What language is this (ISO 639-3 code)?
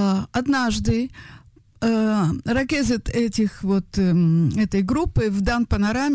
rus